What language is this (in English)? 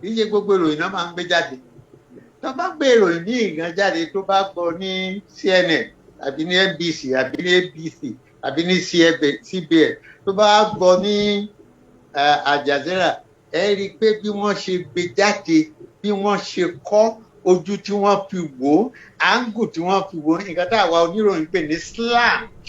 Yoruba